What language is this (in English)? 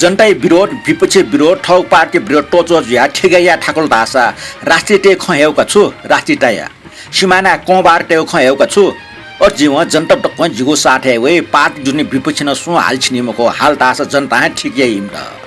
Newari